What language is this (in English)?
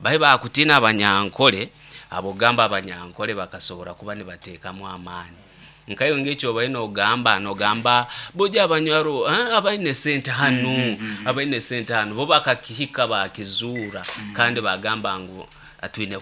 Nyankole